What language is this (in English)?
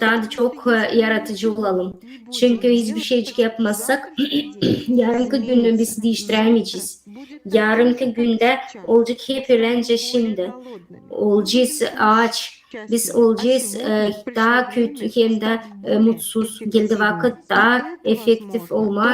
Gagauz